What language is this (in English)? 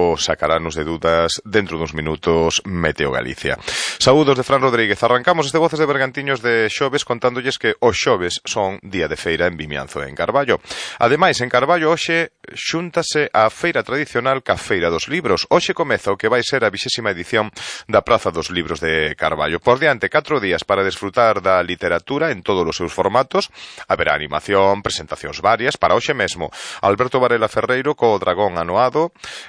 Galician